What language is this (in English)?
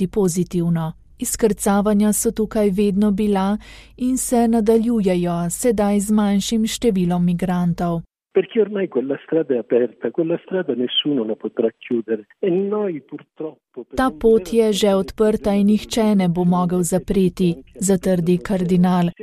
Slovenian